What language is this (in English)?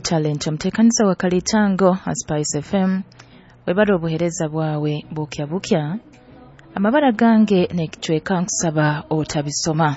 Nyoro